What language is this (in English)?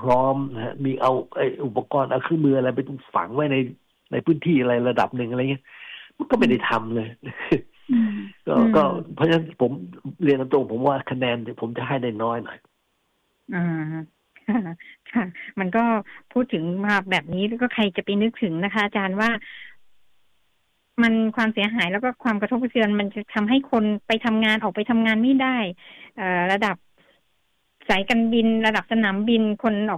Thai